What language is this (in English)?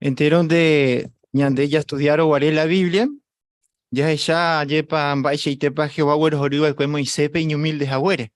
Guarani